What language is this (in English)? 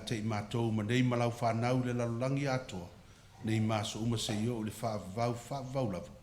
Samoan